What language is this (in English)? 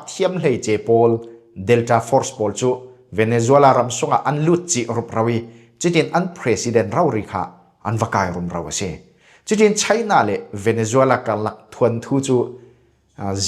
Falam Chin